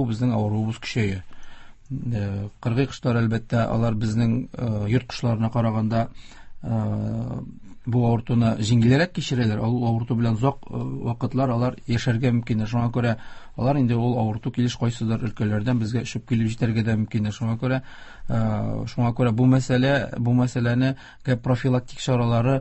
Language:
Tatar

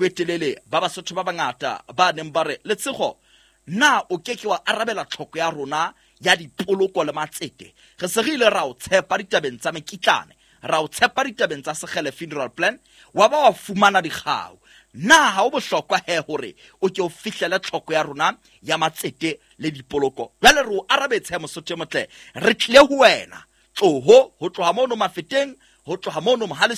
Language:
Southern Sotho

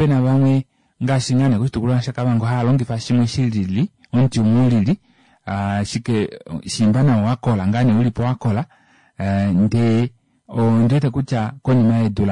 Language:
Kuanyama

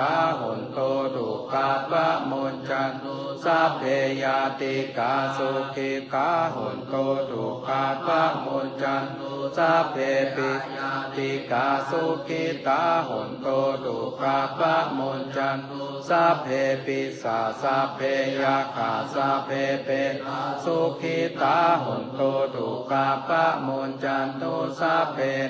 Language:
Pali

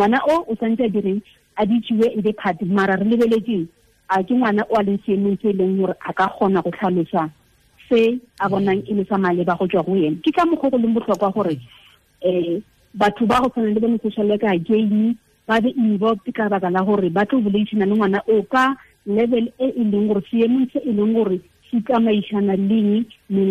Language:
Tswana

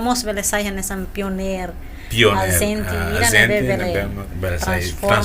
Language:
Tetum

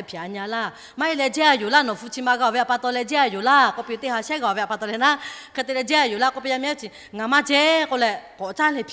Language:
Lahu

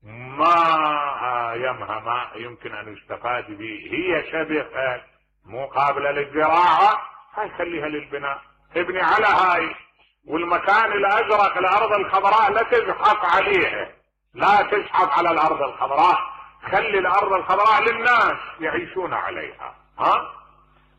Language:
Mesopotamian Arabic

